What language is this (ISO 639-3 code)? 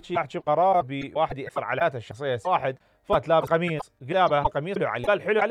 acm